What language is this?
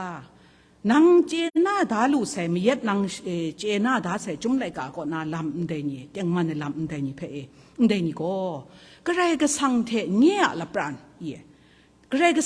Kachin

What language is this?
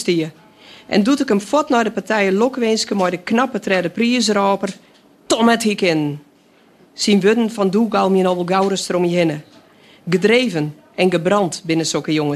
Western Frisian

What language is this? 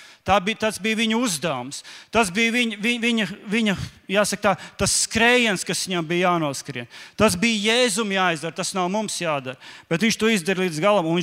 Latvian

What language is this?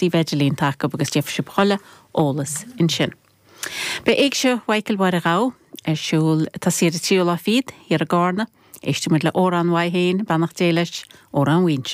Irish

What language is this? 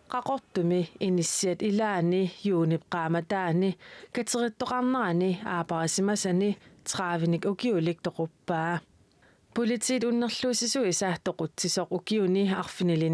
Kalaallisut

